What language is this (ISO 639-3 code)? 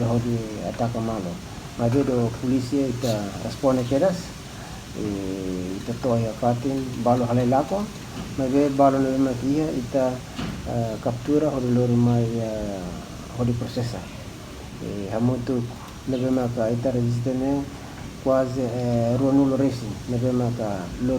tet